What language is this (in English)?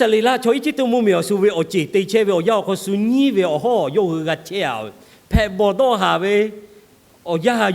Lahu